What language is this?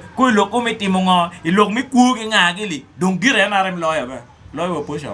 Acoli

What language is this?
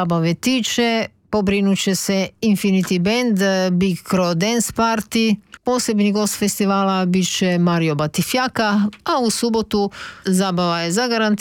Croatian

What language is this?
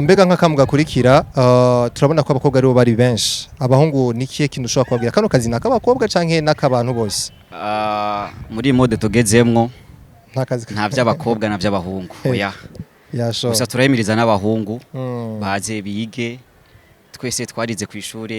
Rundi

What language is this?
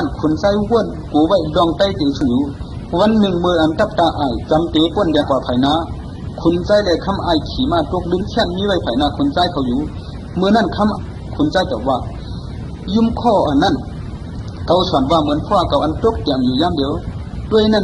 Shan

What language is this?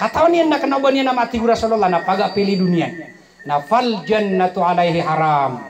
Maranao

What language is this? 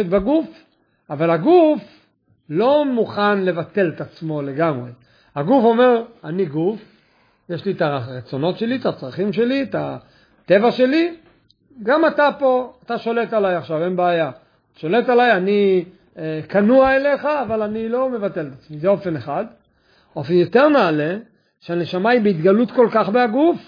Hebrew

